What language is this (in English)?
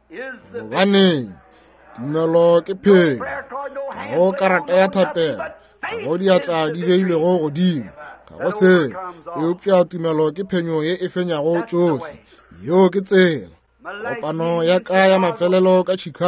Northern Sotho